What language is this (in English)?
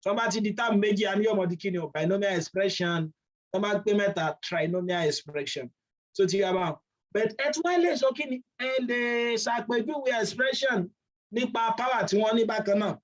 Yoruba